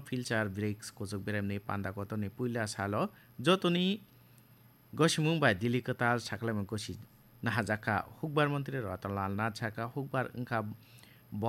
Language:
Kok Borok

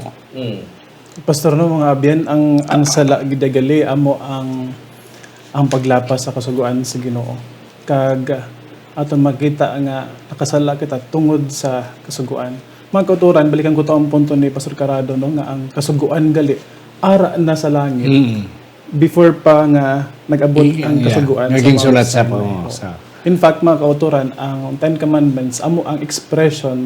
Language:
Hiligaynon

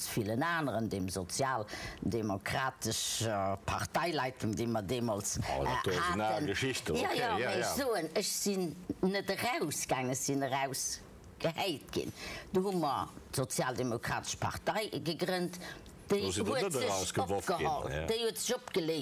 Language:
Luxembourgish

